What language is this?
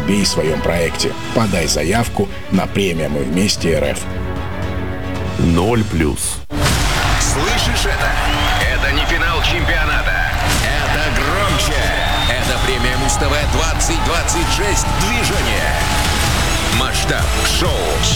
Russian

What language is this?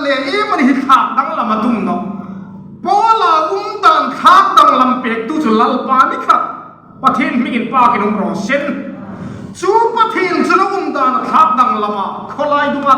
Hmar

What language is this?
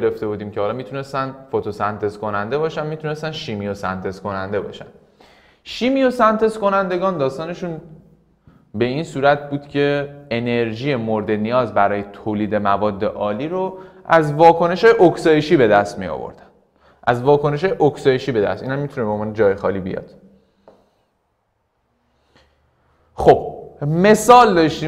Persian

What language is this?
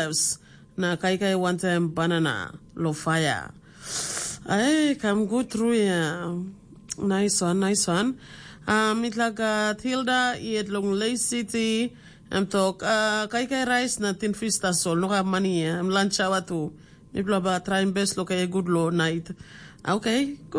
Tok Pisin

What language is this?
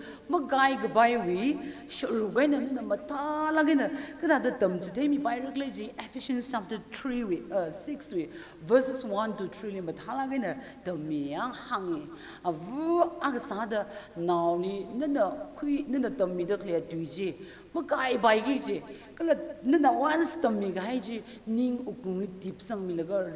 Tangkhul Naga (India)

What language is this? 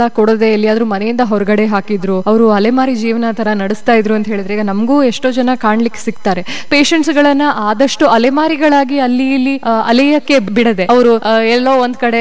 Kannada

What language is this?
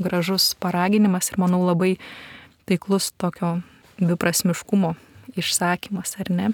Lithuanian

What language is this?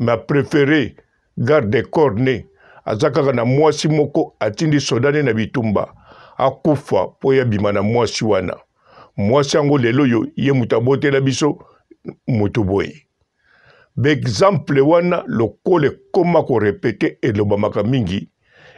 Lingala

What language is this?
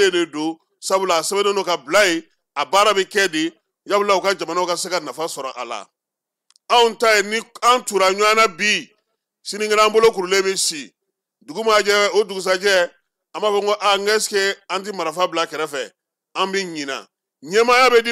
Bambara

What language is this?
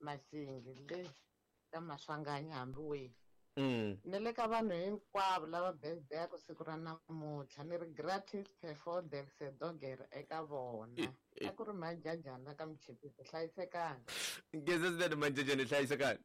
Tsonga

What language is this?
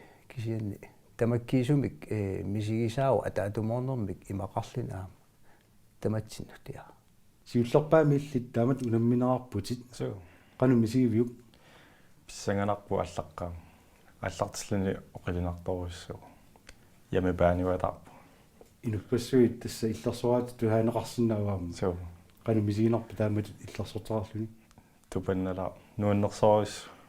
Kalaallisut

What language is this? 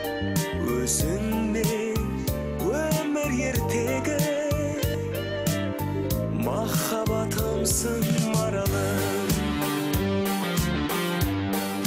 Kazakh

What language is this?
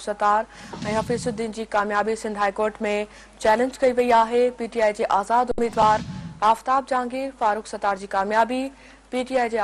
Sindhi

